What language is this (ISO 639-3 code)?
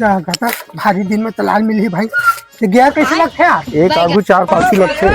hne